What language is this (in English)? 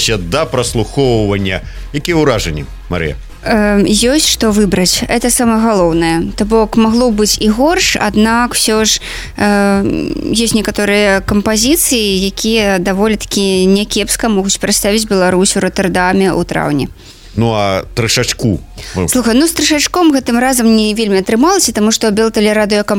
Belarusian